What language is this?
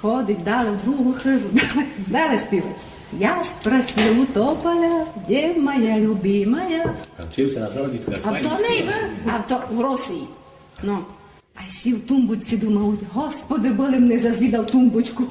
Rusyn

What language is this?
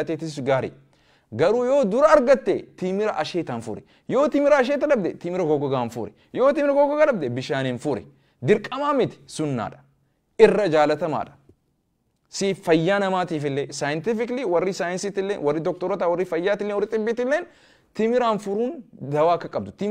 Oromo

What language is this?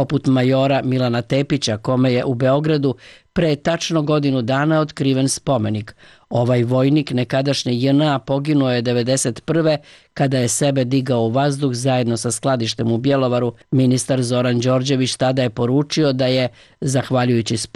Serbian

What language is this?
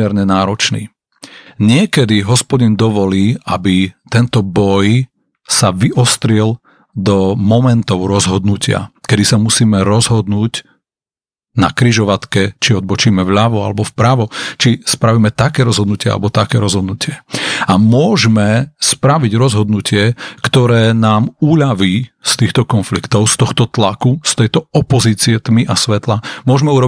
Slovak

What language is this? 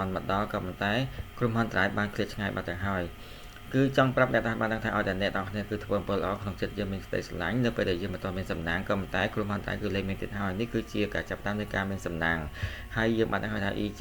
Khmer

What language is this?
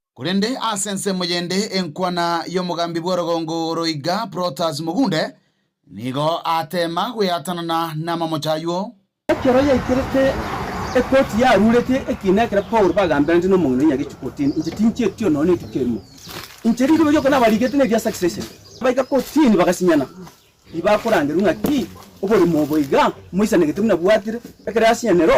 Gusii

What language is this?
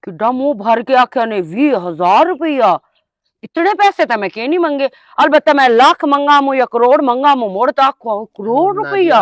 Western Panjabi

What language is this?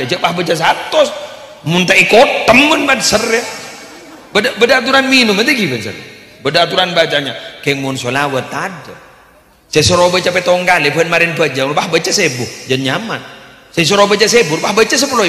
Madurese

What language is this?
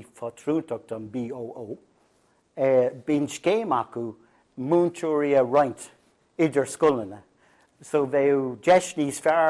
Irish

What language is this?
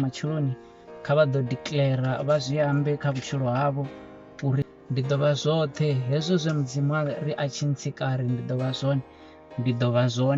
Venda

